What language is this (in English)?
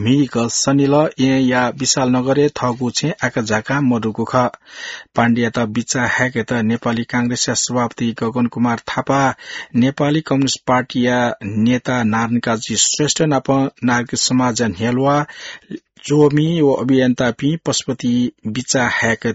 Newari